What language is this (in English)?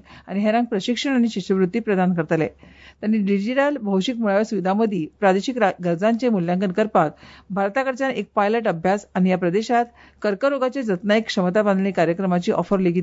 Konkani